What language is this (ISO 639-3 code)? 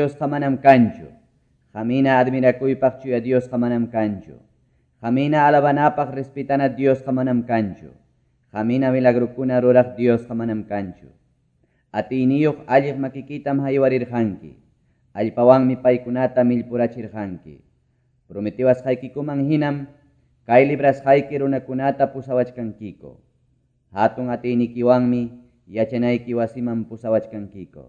quy